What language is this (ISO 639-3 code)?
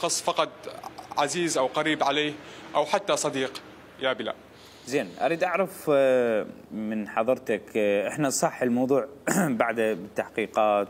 acm